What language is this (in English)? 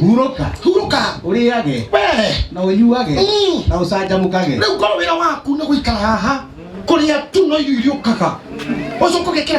Kikuyu